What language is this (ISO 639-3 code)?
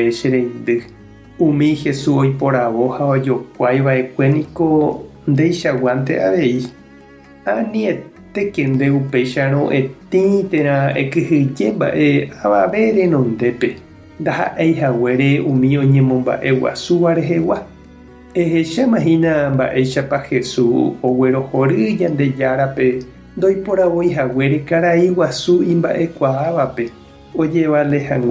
grn